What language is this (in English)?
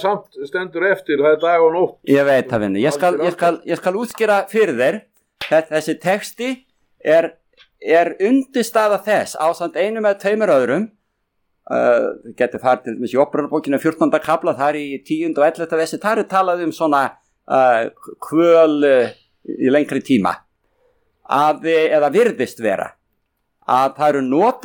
Icelandic